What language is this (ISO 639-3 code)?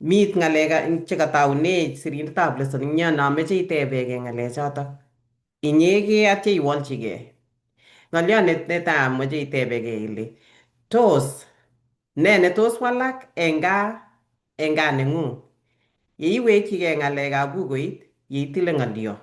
kln